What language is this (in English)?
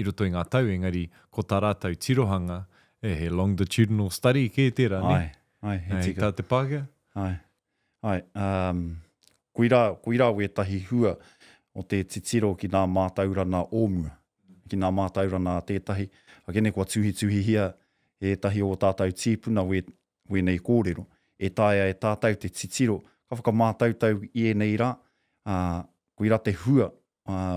Māori